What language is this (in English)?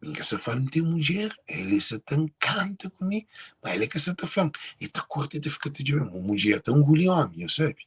Kabuverdianu